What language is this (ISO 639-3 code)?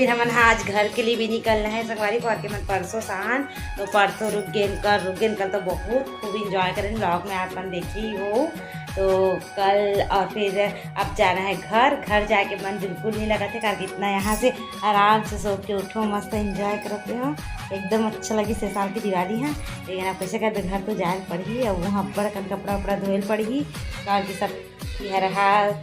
hne